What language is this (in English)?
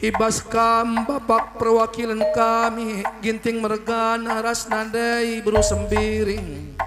Batak Karo